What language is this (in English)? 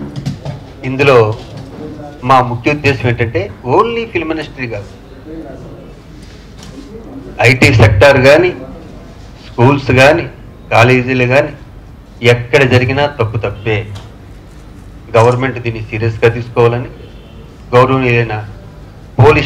Telugu